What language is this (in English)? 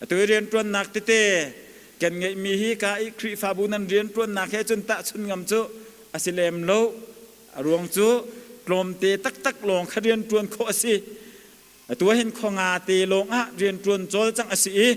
Hakha Chin